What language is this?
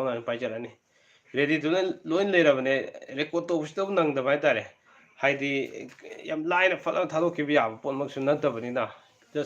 Manipuri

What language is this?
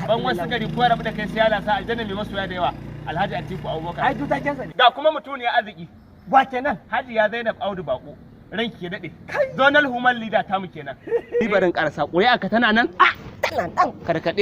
Hausa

